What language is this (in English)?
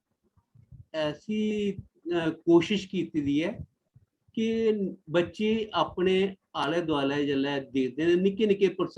Dogri